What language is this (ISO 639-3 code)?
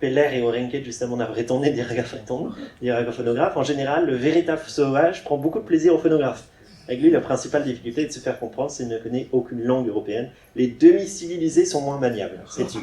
bre